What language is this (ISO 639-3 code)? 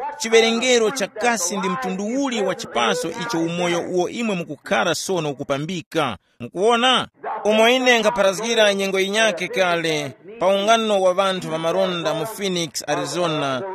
tum